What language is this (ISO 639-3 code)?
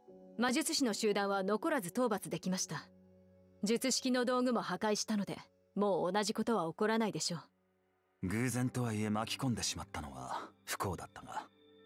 jpn